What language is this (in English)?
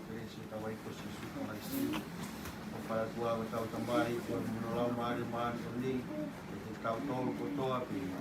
Tongan